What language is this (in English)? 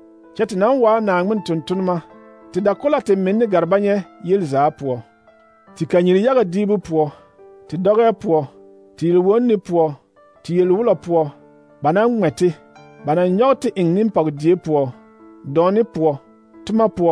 Southern Dagaare